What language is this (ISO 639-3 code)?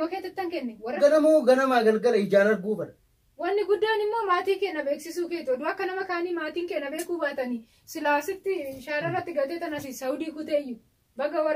orm